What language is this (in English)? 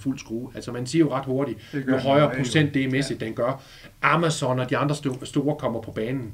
Danish